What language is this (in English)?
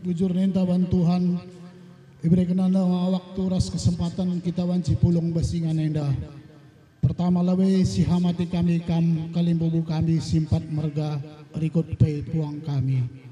Batak Karo